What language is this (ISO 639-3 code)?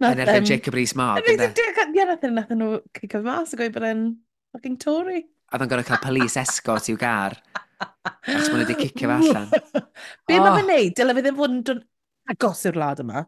cym